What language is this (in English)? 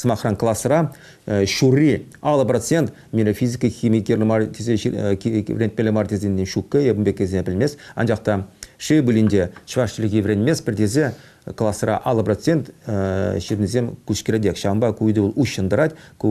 Chuvash